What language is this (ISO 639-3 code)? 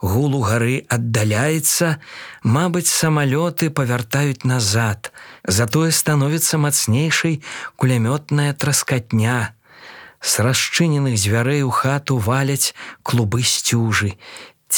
bel